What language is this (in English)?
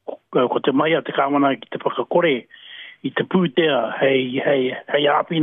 Māori